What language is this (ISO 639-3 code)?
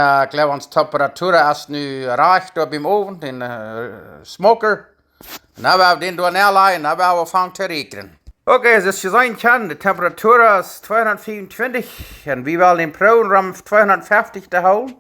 pdt